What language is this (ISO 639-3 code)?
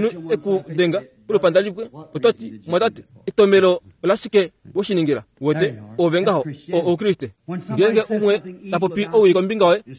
kua